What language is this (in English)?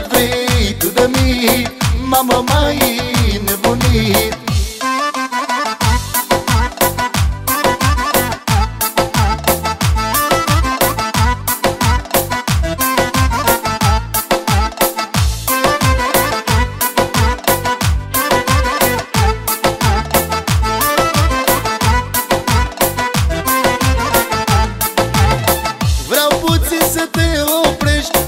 Romanian